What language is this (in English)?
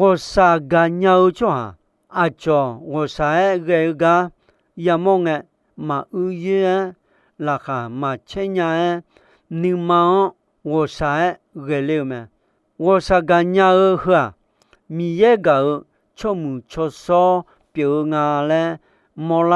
Akha